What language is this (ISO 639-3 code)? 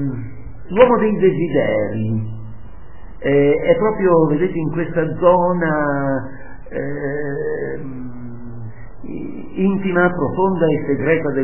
ita